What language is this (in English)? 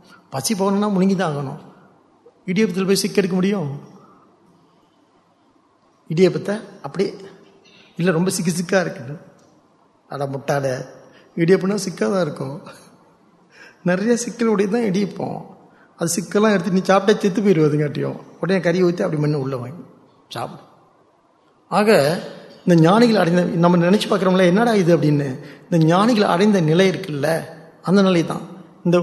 Tamil